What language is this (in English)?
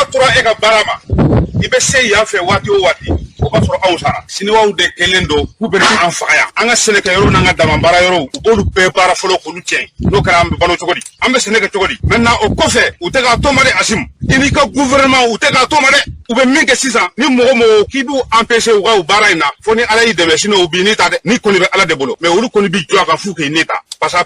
Bambara